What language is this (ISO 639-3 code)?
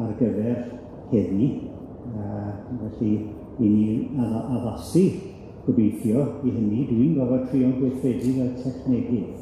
cym